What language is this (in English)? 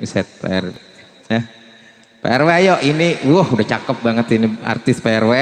Betawi